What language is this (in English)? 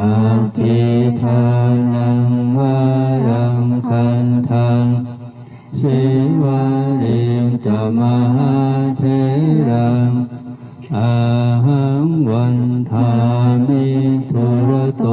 Pali